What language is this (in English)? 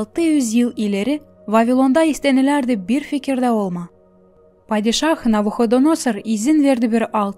Gagauz